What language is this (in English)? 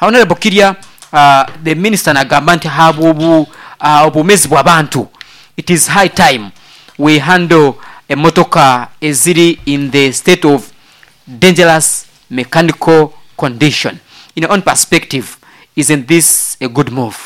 Nyoro